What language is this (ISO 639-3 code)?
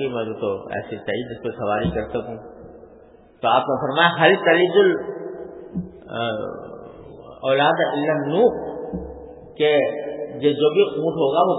urd